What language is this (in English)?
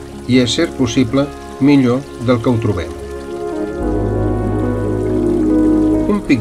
Catalan